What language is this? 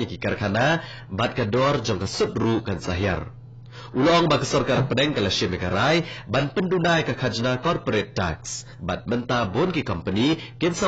Khasi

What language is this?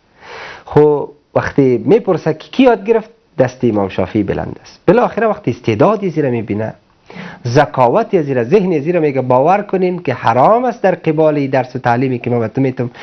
Persian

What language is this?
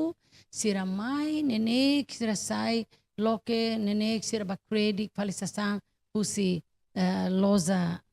Tetum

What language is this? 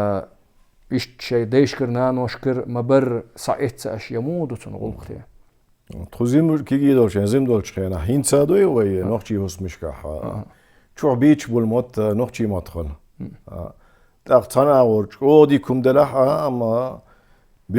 Chechen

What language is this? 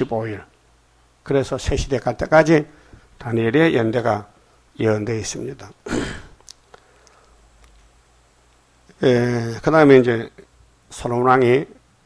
Korean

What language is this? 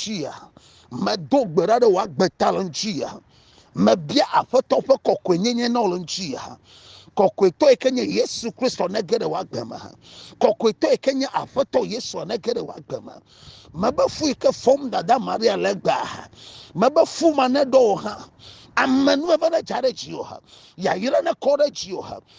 Ewe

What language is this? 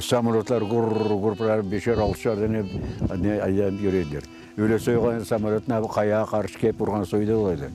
Crimean Tatar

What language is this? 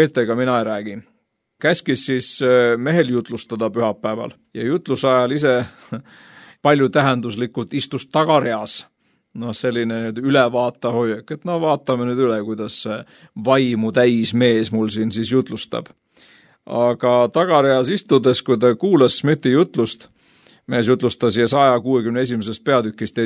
Estonian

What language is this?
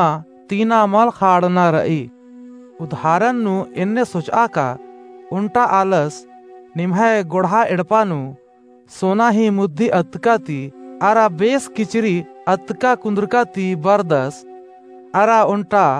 Kurukh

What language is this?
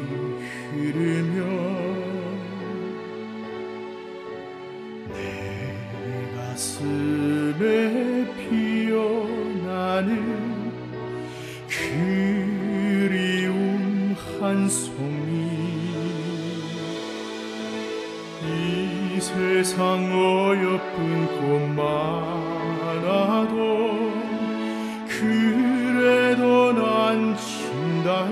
Korean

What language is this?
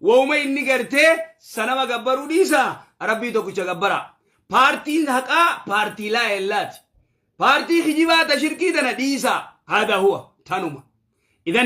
Oromo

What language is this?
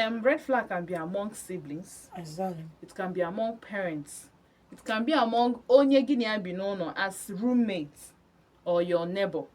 Igbo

